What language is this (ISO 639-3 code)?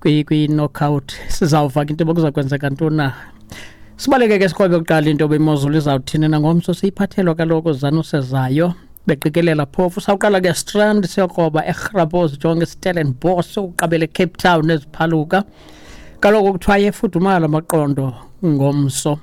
xho